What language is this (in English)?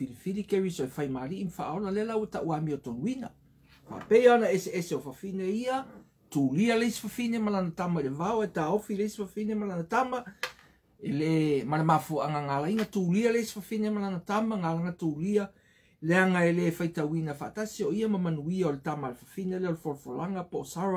Samoan